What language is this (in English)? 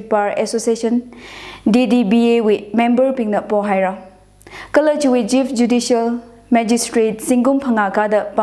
Tangkhul Naga (India)